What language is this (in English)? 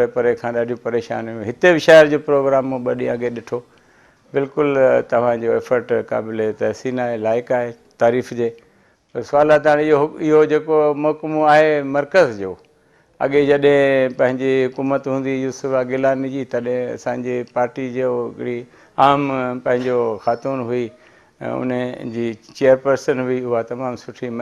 Sindhi